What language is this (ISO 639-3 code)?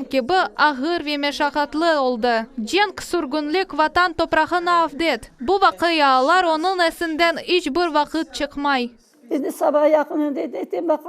crh